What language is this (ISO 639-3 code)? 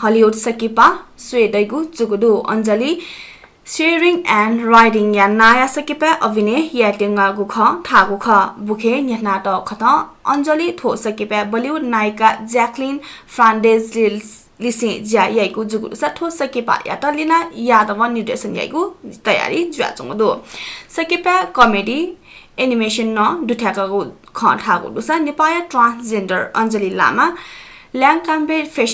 new